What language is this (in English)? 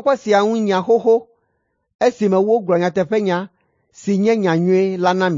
Ewe